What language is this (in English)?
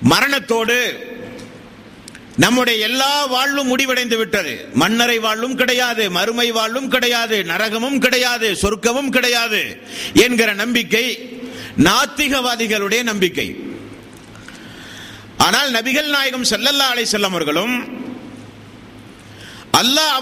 Tamil